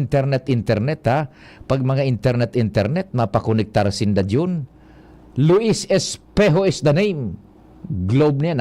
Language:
Bikol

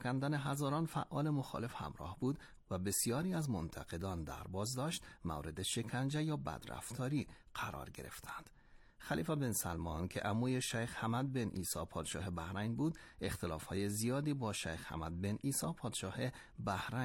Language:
Persian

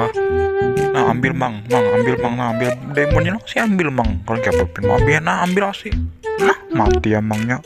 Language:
Banjar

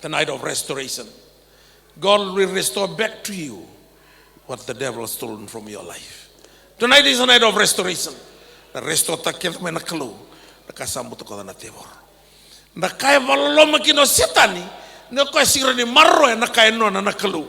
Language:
Fijian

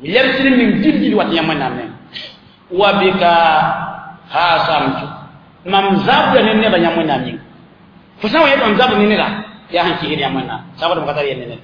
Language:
Mossi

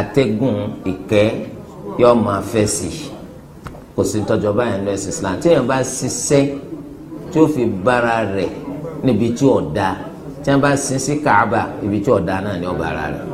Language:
Yoruba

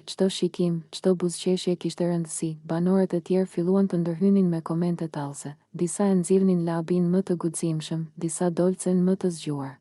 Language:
Albanian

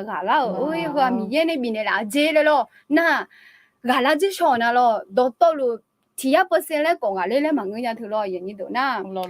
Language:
Akha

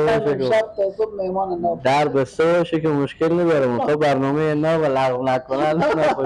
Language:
Persian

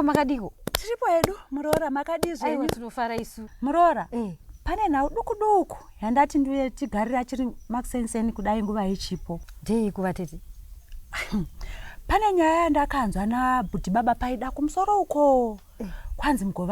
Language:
Shona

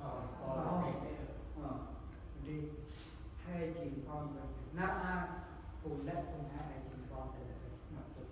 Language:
Central Mnong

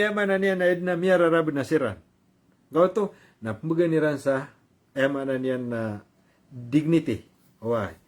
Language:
Maranao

